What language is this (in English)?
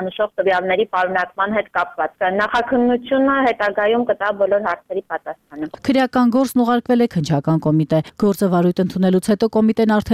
Armenian